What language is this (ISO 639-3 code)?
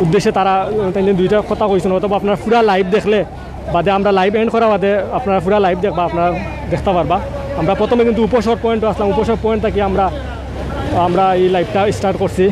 syl